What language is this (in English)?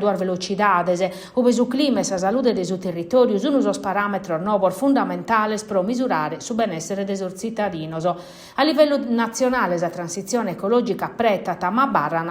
Sardinian